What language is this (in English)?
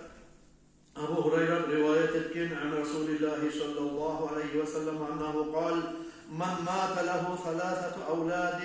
Kumyk